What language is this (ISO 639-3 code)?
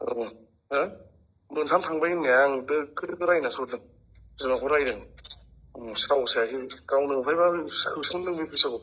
brx